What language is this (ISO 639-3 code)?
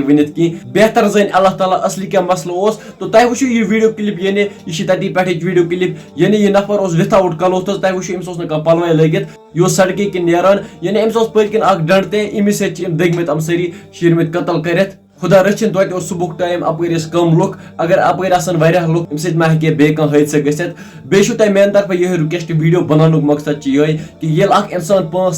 kas